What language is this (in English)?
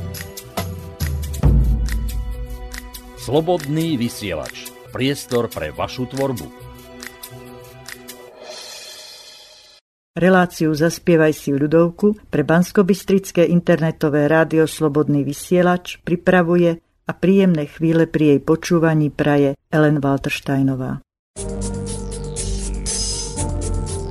Slovak